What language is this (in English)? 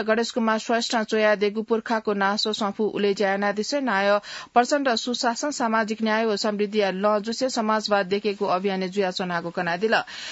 Newari